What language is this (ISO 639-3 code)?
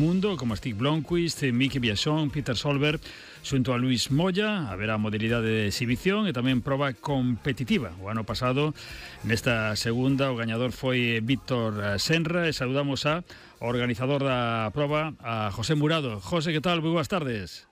glg